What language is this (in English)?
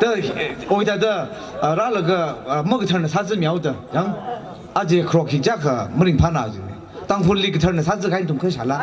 Tangkhul Naga (India)